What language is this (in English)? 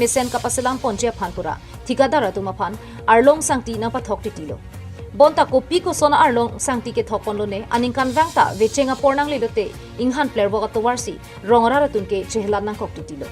Karbi